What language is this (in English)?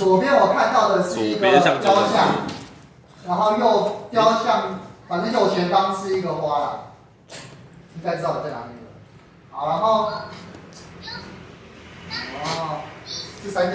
Chinese